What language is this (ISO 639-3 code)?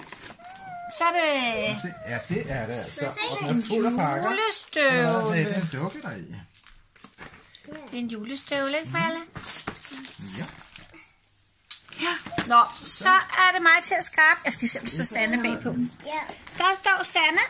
dan